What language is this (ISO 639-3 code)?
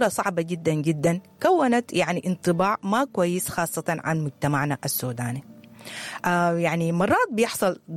apd